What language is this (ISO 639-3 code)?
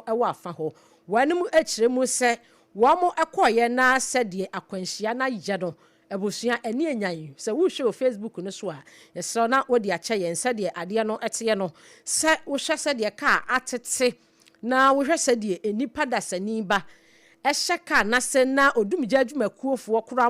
aka